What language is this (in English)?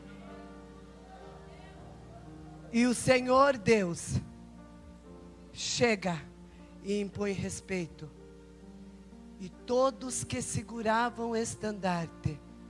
Portuguese